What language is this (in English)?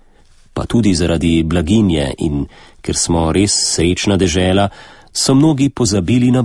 Slovenian